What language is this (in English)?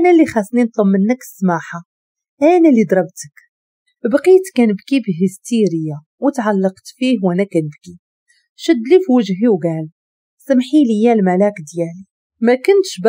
Moroccan Arabic